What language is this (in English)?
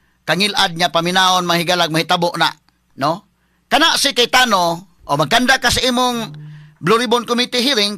Cebuano